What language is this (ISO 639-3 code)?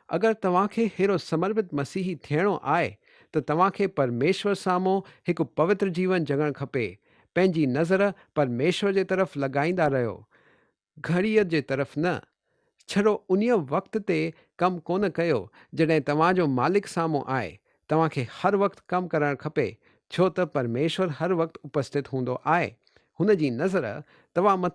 snd